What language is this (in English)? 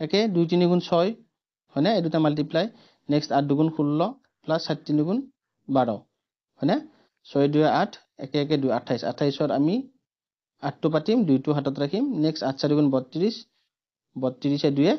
Assamese